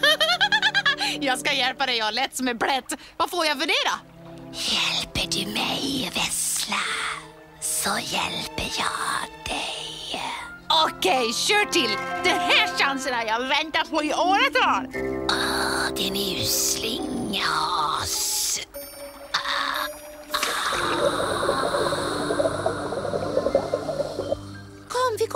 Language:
Swedish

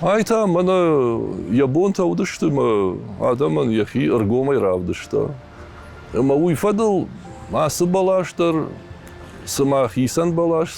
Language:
Ossetic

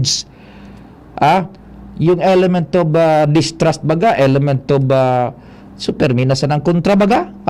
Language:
Bikol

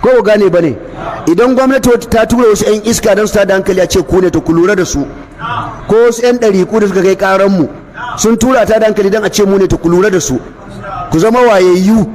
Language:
Hausa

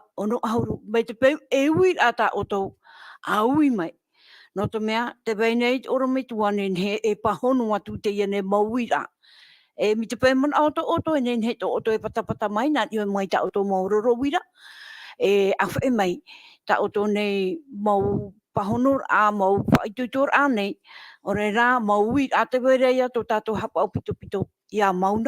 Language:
Tahitian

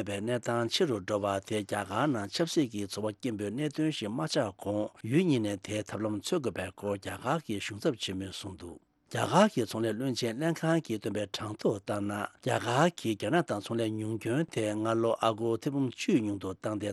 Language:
Tibetan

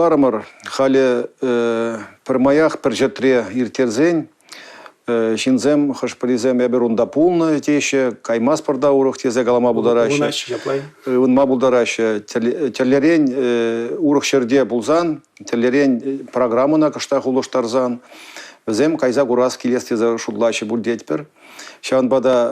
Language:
Chuvash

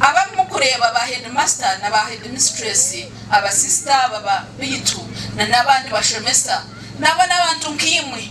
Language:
Nyankole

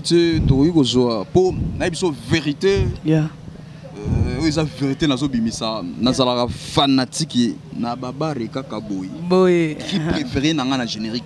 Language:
Lingala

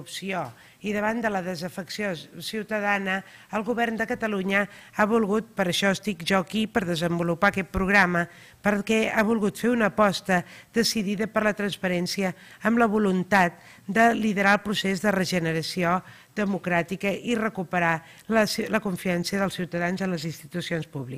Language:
Catalan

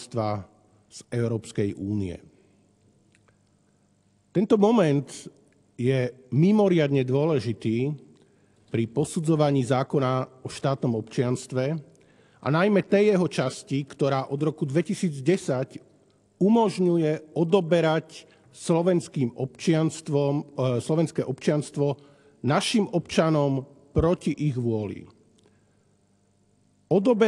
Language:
Slovak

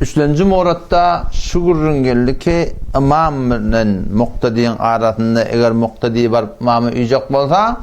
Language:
Turkmen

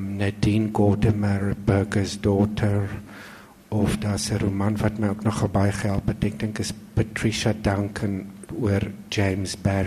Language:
Afrikaans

